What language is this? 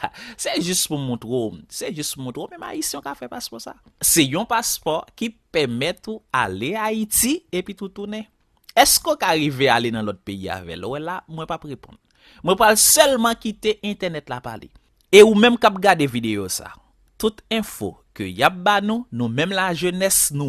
Haitian Creole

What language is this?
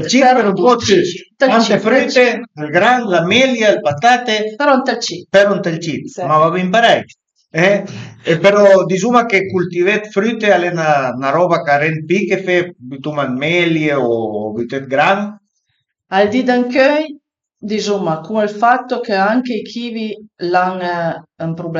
Piedmontese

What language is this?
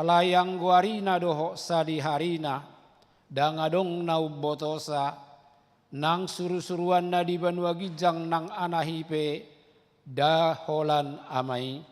Batak Toba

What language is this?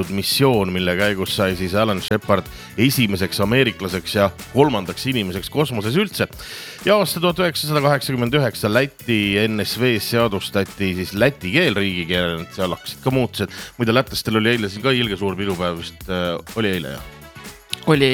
Estonian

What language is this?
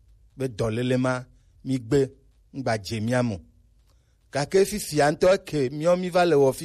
Gen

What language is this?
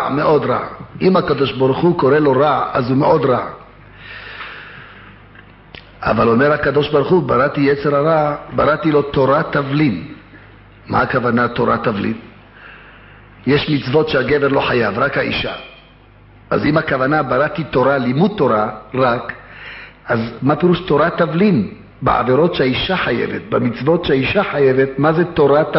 Hebrew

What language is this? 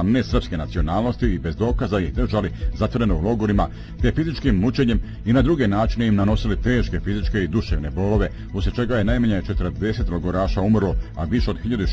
Bosnian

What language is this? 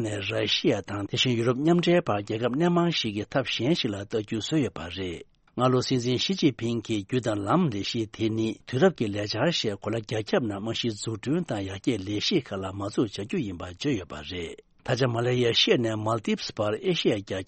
Tibetan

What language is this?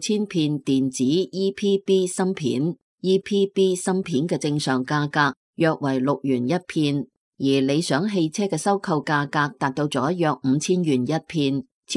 Cantonese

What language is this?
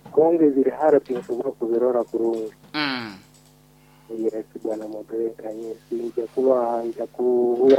Nyoro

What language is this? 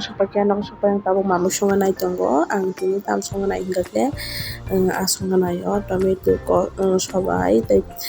Kok Borok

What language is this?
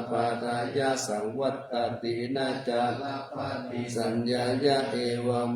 Pali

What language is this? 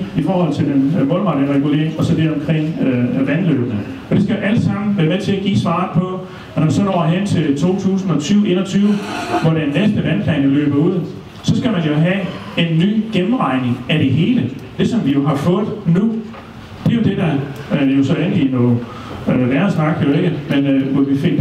Danish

